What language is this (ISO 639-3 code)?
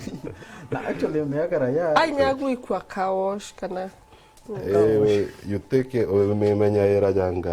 mer